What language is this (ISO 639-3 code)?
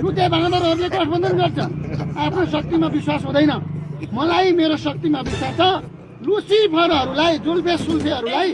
nep